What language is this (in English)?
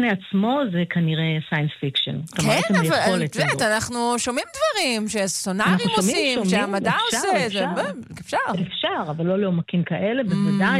Hebrew